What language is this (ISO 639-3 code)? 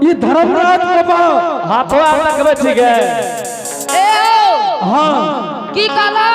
anp